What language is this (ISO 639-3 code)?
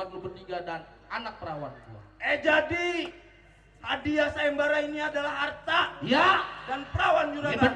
bew